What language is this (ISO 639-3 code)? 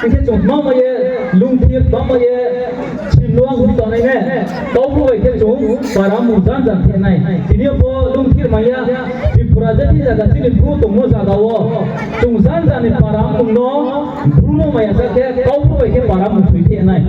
ria